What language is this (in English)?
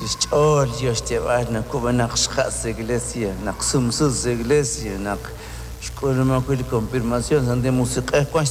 Kekchí